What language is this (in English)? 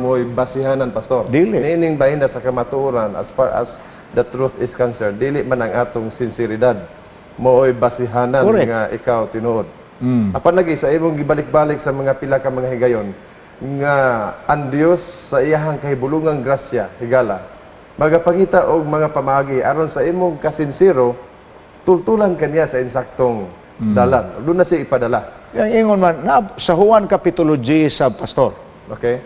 Cebuano